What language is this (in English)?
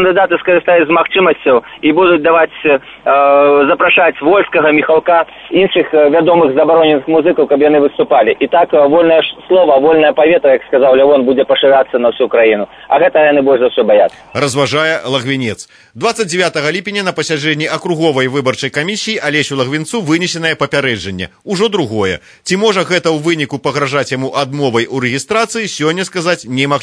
Belarusian